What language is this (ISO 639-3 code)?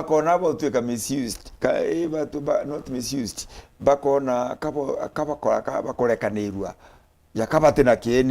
mer